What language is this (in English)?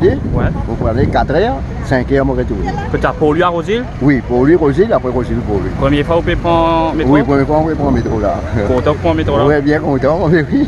Morisyen